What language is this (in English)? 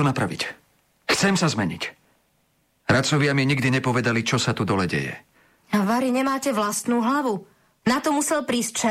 Slovak